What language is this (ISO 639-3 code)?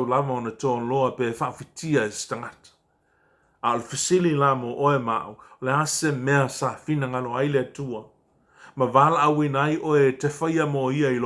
smo